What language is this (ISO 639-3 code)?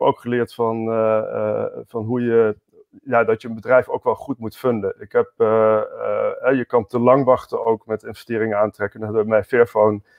nld